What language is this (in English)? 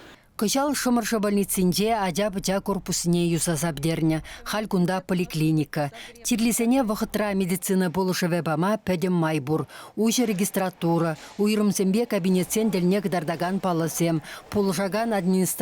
Chuvash